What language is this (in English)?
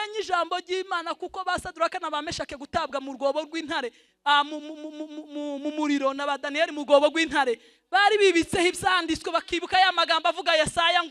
Kinyarwanda